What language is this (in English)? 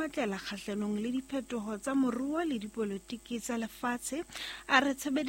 Southern Sotho